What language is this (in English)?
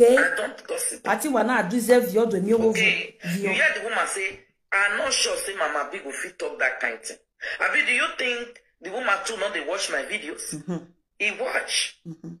Nigerian Pidgin